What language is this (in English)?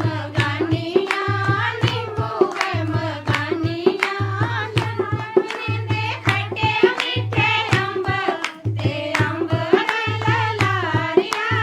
Dogri